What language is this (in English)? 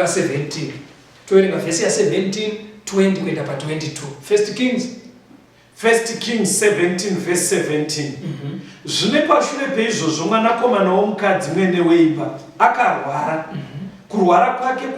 Shona